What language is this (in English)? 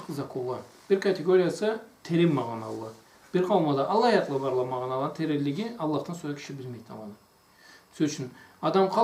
Karachay-Balkar